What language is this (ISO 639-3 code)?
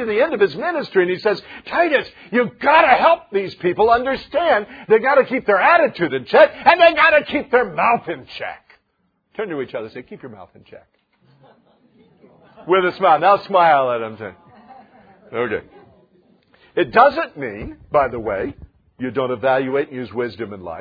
eng